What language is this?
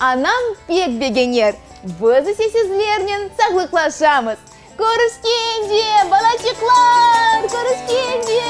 Crimean Tatar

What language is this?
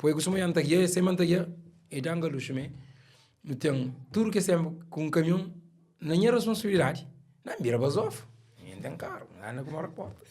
Kabuverdianu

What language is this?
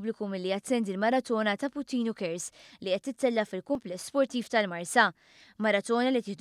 Maltese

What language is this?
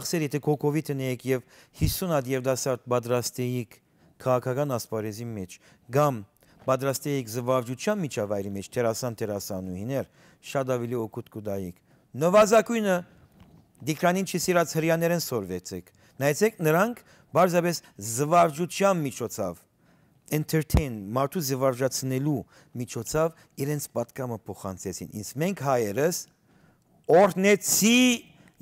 Western Armenian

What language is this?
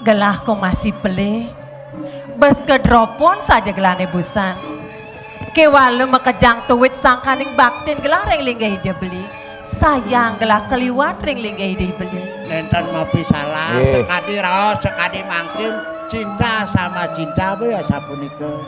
Balinese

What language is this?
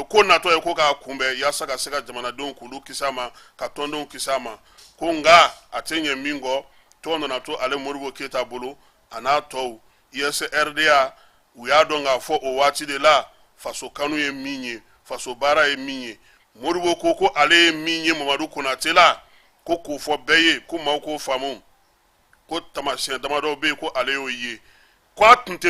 Bambara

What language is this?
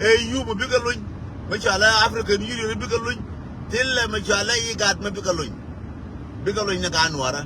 Nuer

